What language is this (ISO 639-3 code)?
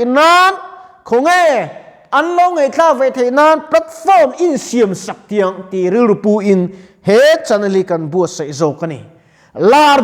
lus